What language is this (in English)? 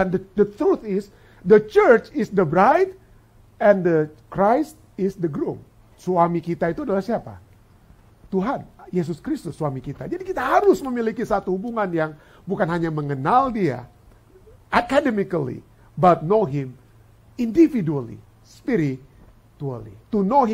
Indonesian